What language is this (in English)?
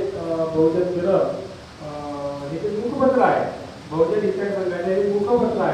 Marathi